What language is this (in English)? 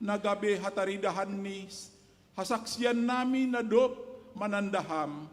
Batak Simalungun